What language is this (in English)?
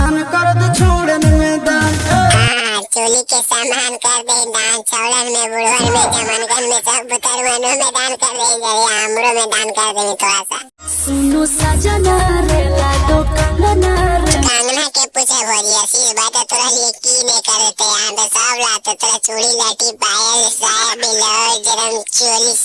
Magahi